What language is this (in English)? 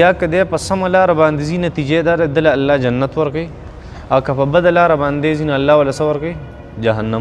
Pashto